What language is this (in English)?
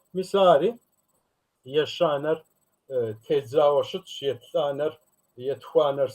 Kabardian